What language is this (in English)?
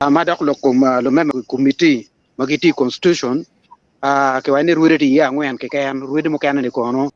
Acoli